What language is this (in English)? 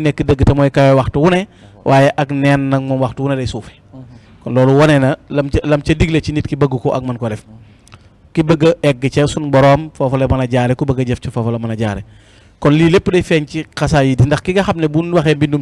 Wolof